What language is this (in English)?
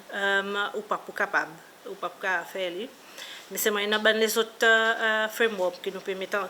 Seselwa Creole French